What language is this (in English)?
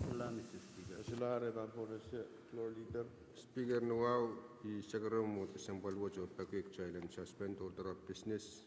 Pohnpeian